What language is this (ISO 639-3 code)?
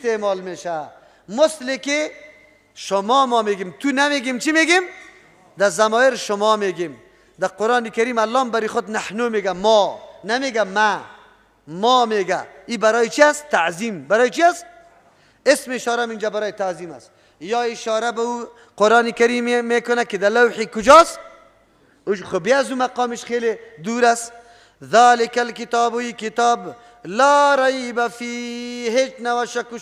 fas